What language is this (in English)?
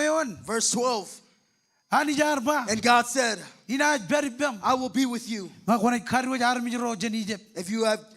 Marshallese